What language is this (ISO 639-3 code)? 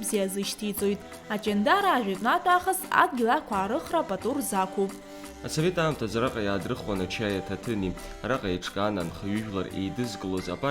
abk